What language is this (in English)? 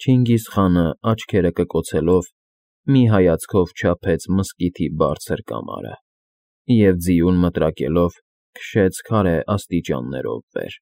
Armenian